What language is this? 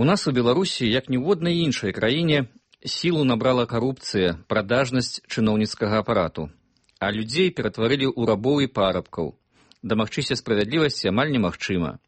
Belarusian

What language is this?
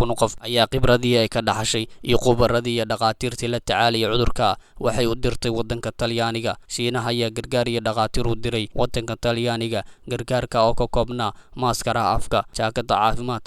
Somali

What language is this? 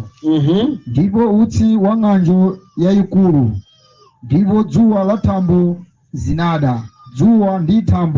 Nyanja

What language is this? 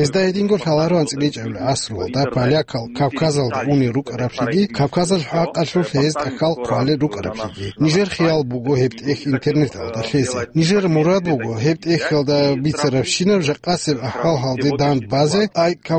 Avaric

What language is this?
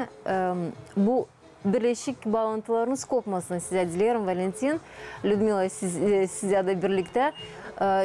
Gagauz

